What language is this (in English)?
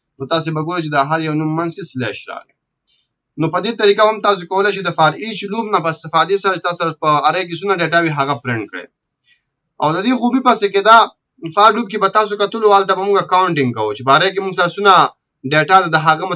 Pashto